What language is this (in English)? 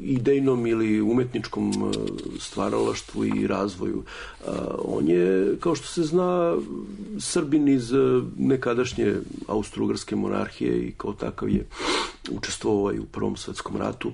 Serbian